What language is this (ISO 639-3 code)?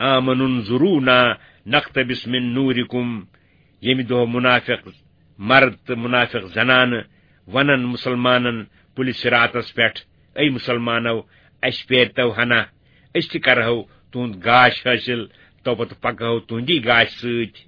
kas